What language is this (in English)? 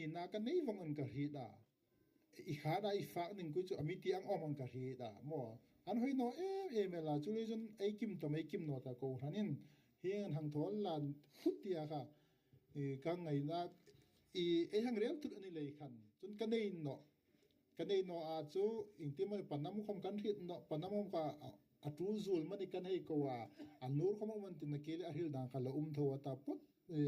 Hmar